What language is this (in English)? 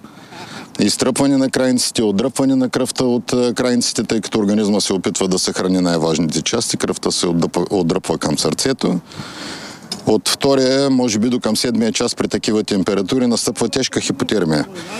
Bulgarian